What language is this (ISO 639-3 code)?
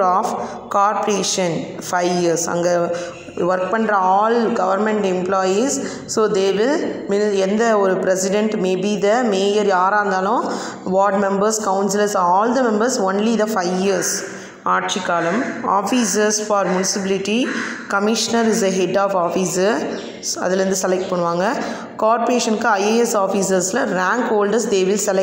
tam